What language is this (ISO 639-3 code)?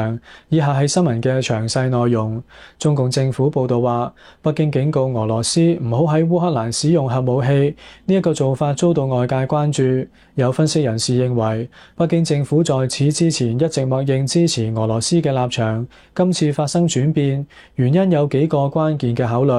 yue